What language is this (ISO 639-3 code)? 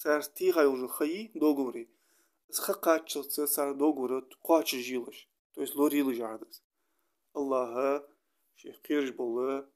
inh